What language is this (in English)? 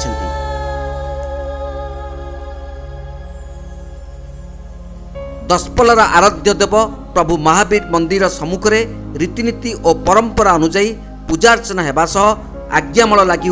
Odia